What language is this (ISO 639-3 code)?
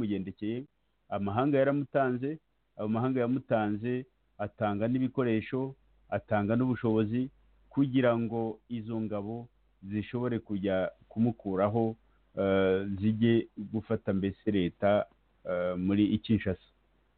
kin